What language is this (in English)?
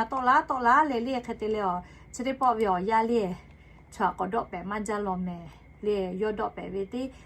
Lahu